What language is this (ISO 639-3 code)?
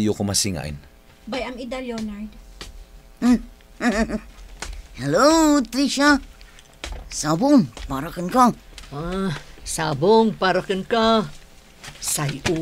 ilo